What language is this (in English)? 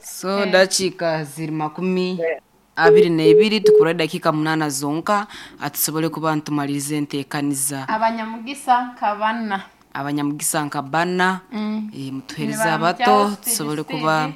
Nyankole